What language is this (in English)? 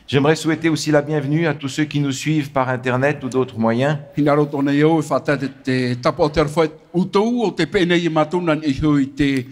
Tahitian